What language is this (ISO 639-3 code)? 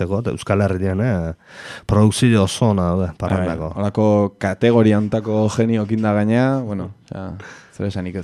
eus